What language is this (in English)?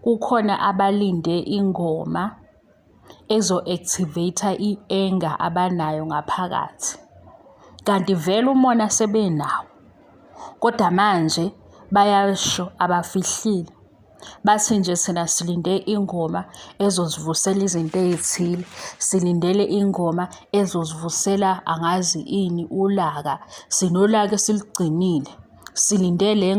Zulu